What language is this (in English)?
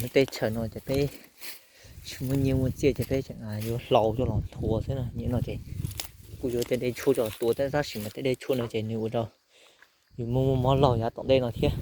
Hmong